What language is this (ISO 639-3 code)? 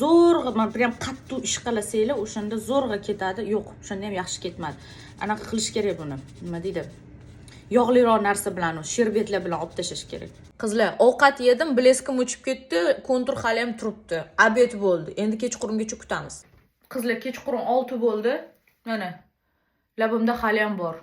uzb